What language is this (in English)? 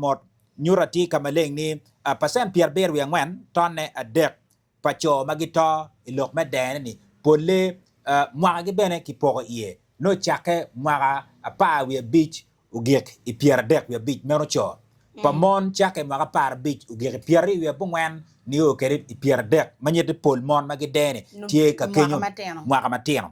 Acoli